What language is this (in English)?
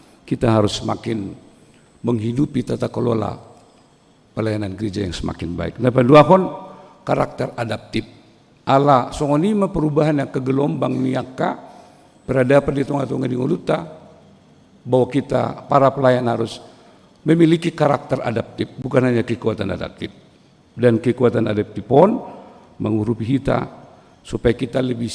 Batak Toba